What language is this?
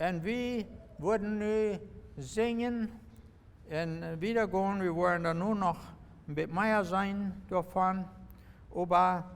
Plautdietsch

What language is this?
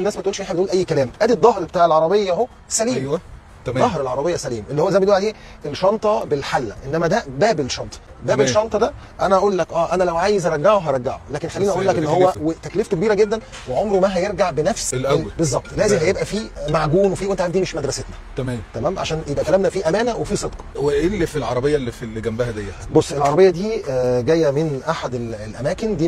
Egyptian Arabic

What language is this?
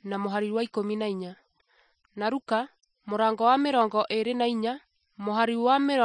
Kikuyu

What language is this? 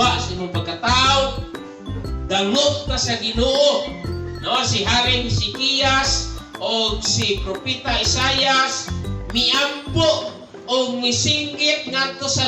Cebuano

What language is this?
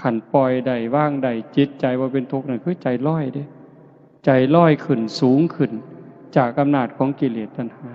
Northeastern Thai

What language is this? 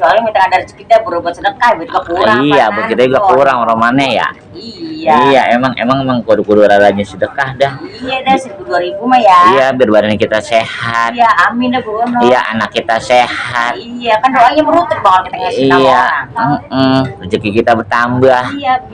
Betawi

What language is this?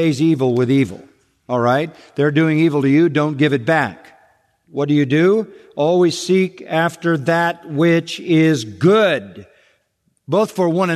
English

